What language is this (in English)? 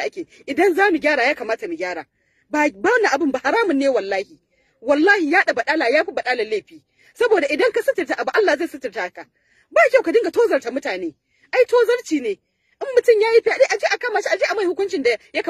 Hausa